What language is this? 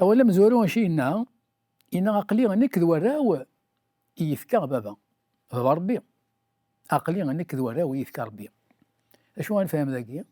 Kabyle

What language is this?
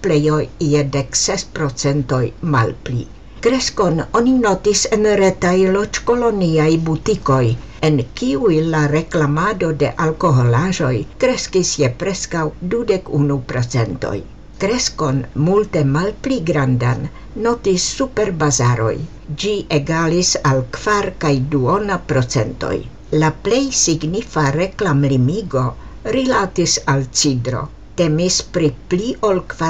Esperanto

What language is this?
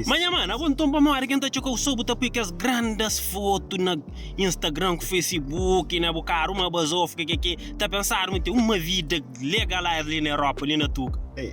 Kabuverdianu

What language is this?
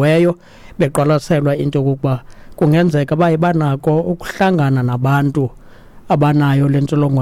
Xhosa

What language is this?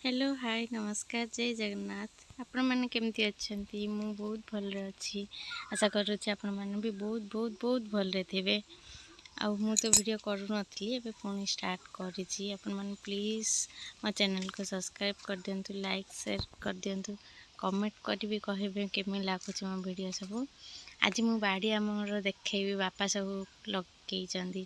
Odia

